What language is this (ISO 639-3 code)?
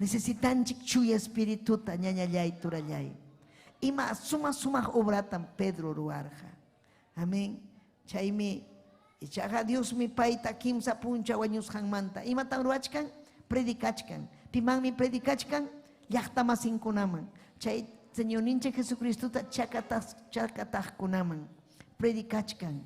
quy